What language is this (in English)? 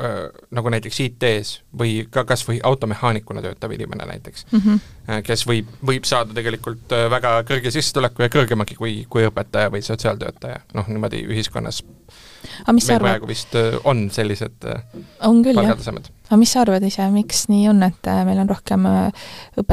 Estonian